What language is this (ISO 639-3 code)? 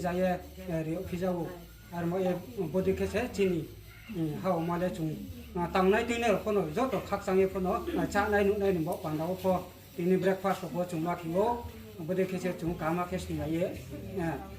ria